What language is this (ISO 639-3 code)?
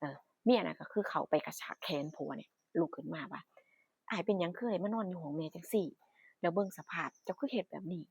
tts